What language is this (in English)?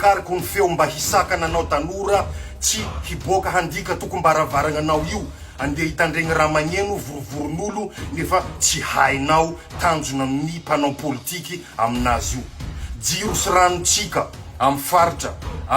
Malagasy